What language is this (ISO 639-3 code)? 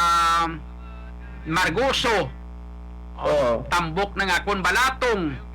hil